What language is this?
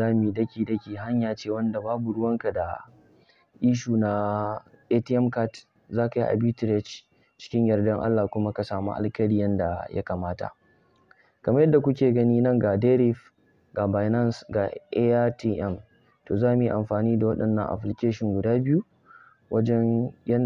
Hausa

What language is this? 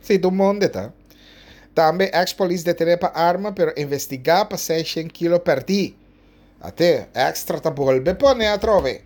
Papiamento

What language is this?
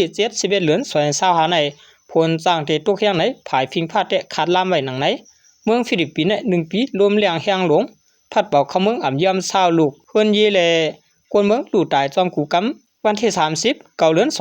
Shan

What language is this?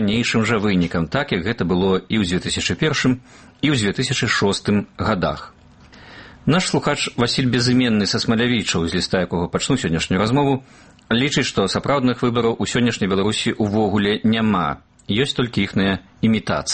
Belarusian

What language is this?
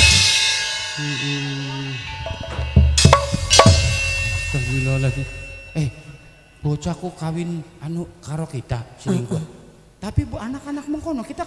Javanese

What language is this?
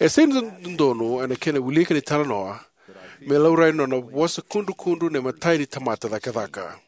Fijian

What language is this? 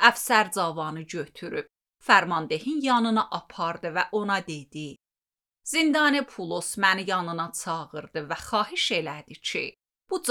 Azerbaijani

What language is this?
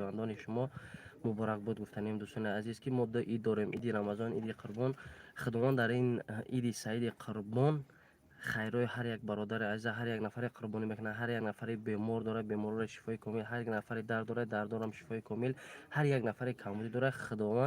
Tajik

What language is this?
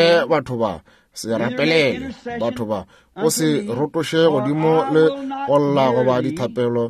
Northern Sotho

